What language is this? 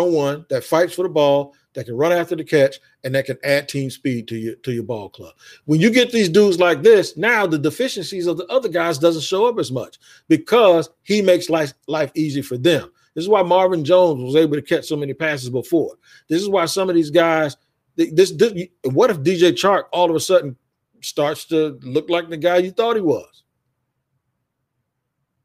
English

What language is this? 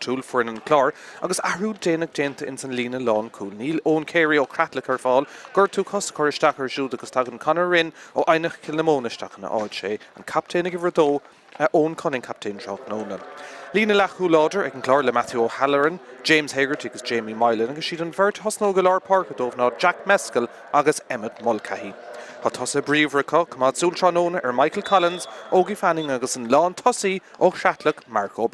Irish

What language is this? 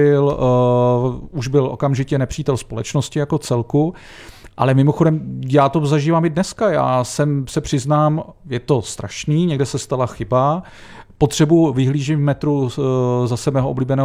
Czech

